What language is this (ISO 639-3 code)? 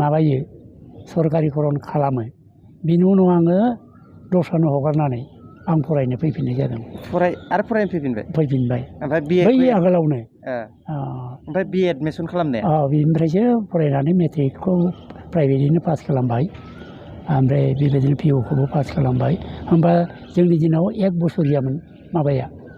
brx